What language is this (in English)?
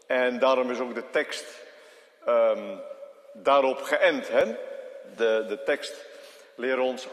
Dutch